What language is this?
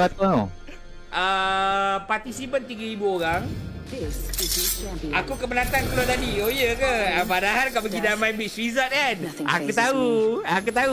Malay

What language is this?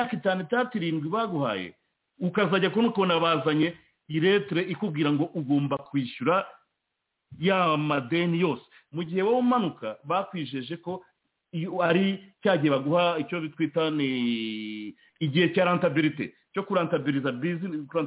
Kinyarwanda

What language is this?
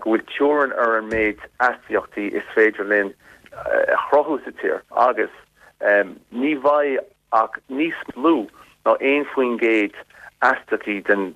Irish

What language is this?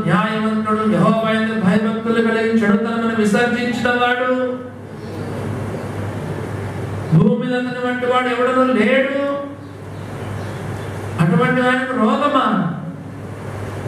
Telugu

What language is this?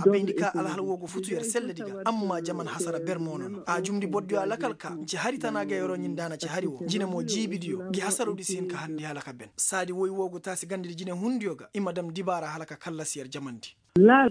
Koyraboro Senni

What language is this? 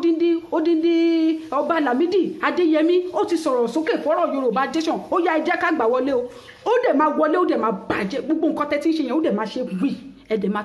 Yoruba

